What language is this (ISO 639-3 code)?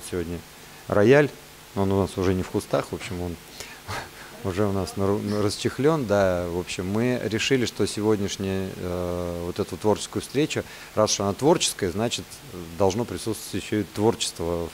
rus